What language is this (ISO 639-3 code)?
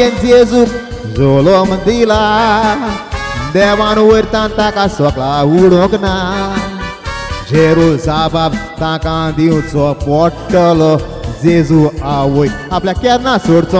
kok